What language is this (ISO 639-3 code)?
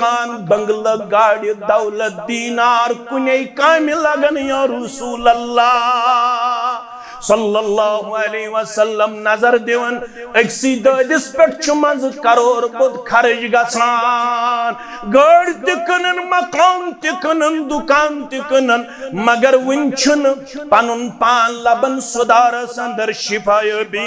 kas